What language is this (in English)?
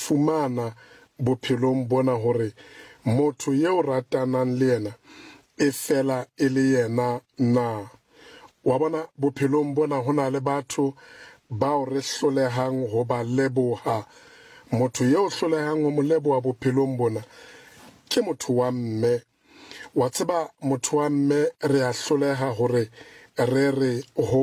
Southern Sotho